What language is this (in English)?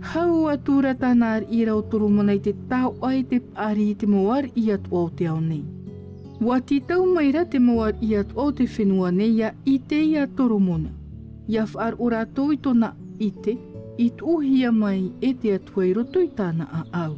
Tahitian